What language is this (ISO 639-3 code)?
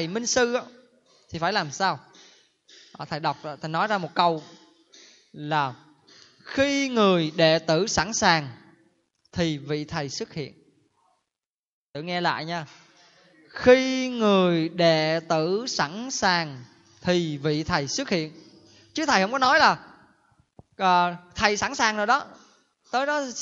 vie